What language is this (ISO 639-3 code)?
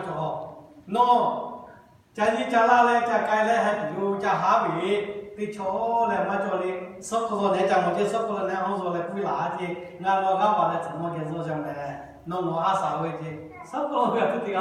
lhu